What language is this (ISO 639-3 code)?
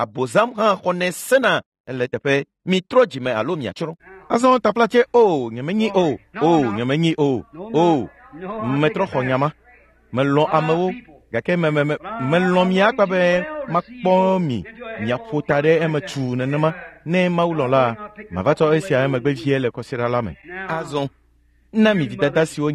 ewe